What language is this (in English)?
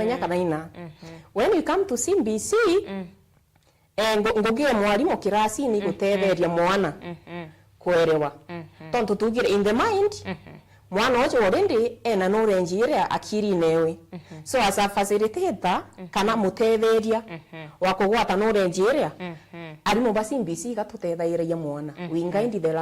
Meru